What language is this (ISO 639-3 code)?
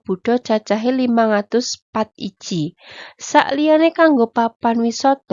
jav